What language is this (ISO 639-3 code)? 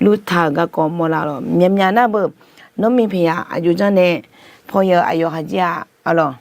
ahk